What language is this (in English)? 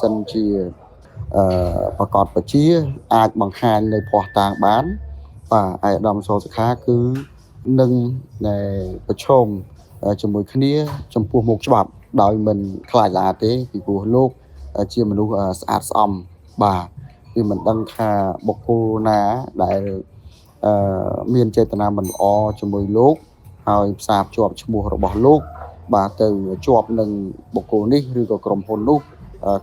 Khmer